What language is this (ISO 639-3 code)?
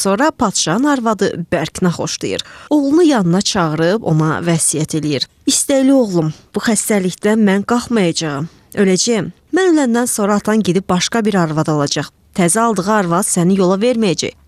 aze